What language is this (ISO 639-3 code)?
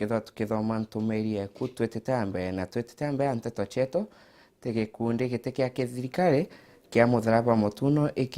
mer